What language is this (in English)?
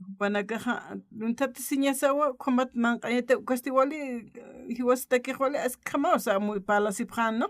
Aymara